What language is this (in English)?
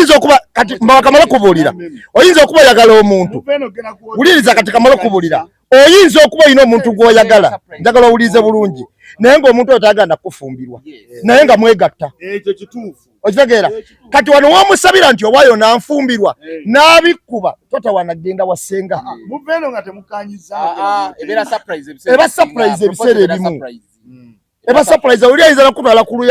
Ganda